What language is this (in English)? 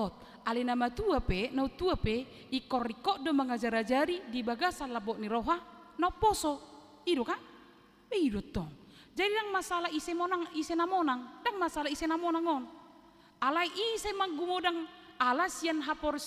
Batak Toba